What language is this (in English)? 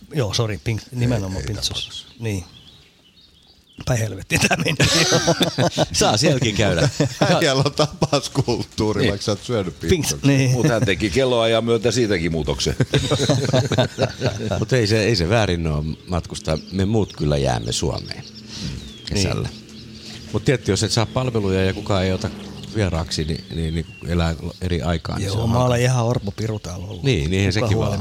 Finnish